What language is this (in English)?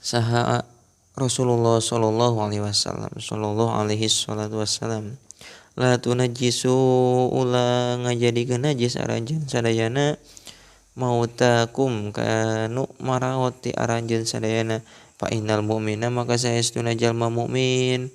Sundanese